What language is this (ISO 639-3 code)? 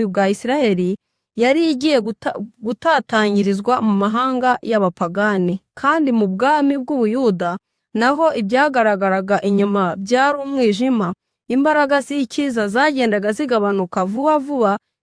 kin